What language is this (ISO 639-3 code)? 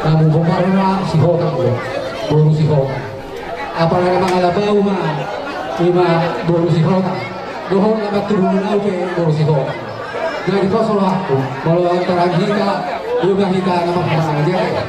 bbc